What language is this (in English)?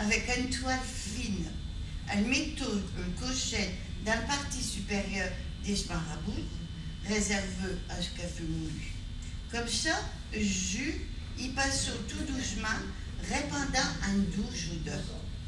Picard